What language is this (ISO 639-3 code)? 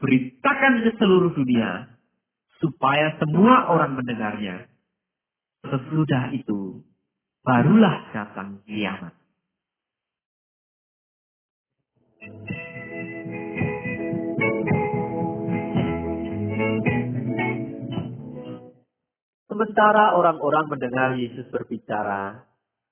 ind